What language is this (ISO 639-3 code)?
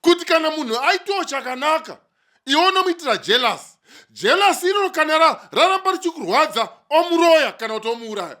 sna